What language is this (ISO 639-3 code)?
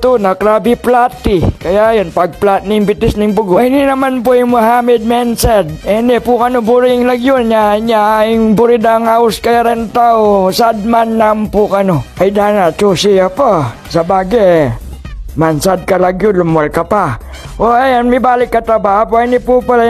pam